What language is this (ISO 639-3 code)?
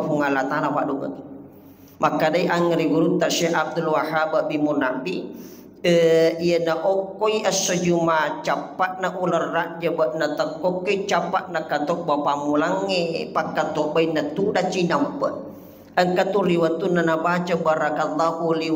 bug